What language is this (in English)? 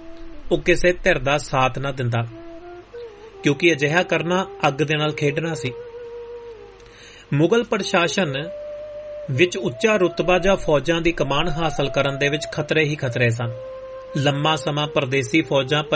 Punjabi